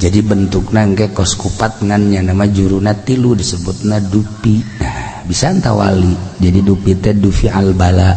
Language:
Sundanese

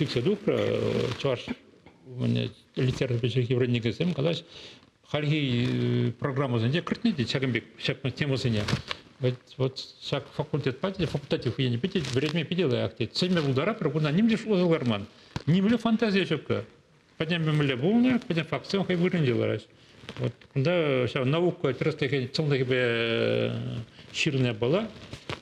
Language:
Chuvash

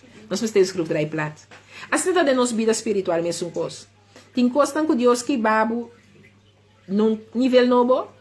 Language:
Papiamento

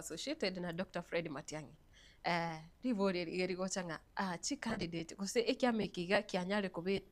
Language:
Gusii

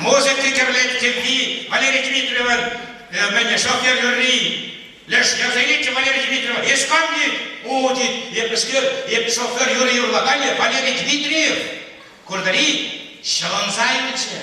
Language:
Chuvash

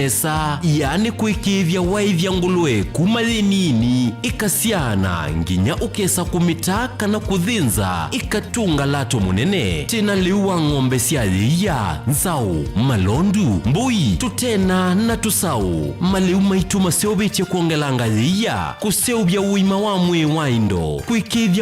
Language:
Kamba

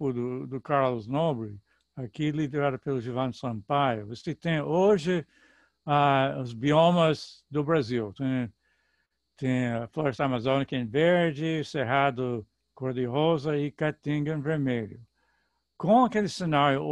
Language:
Portuguese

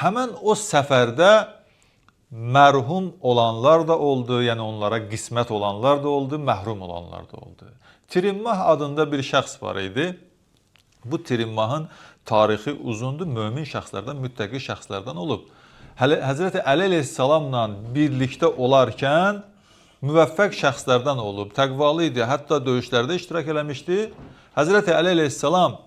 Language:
Azerbaijani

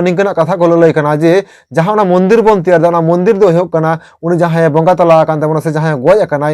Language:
Santali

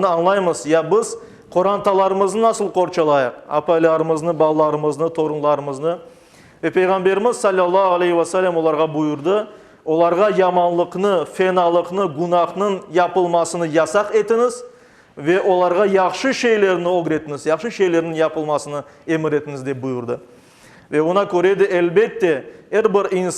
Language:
Crimean Tatar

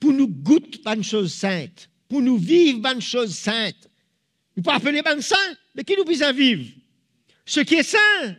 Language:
Morisyen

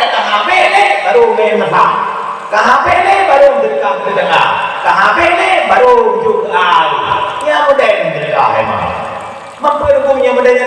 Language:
Achinese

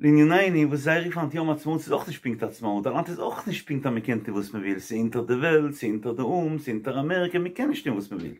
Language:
Yiddish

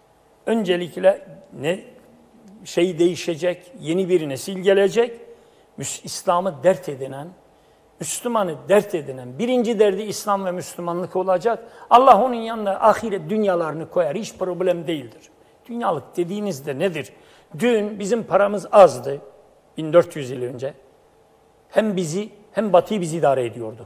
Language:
Turkish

